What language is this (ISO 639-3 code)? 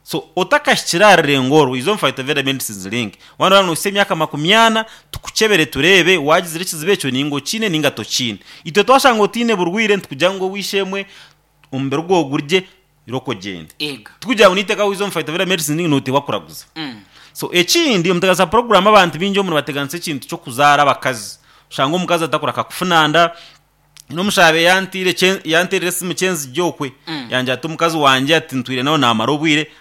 nyn